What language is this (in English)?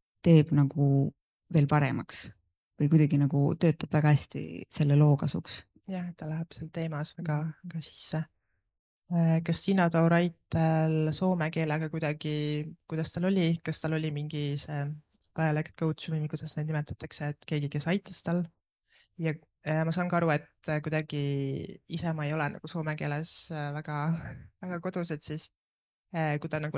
Estonian